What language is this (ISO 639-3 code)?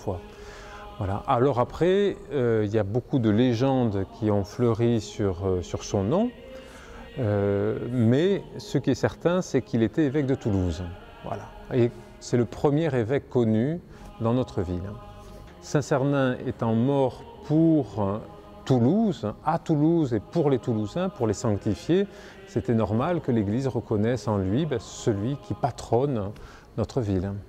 fra